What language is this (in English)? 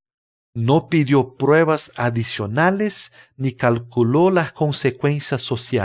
Spanish